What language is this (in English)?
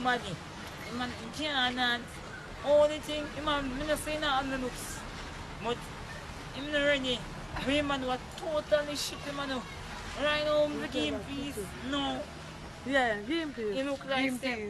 Jamaican Creole English